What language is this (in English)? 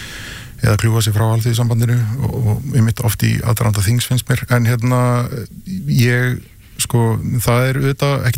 Icelandic